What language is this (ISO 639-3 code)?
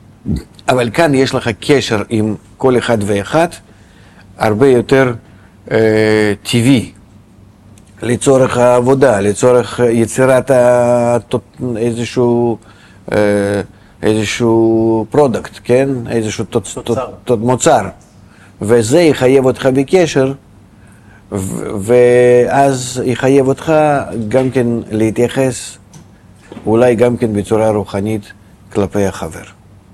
heb